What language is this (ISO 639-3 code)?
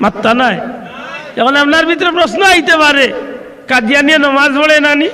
syl